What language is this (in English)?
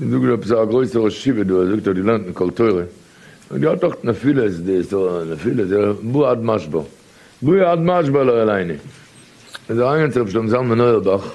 Yiddish